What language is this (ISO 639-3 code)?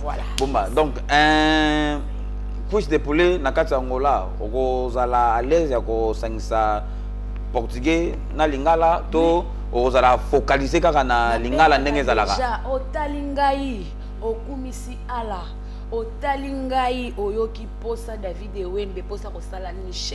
lin